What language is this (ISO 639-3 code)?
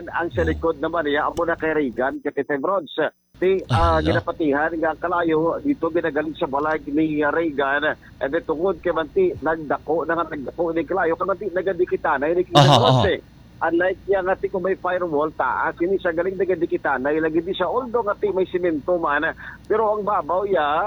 hil